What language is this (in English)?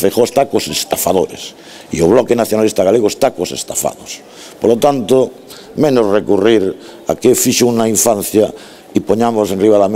Galician